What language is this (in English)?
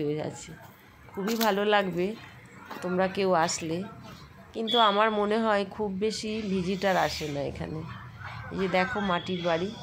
Bangla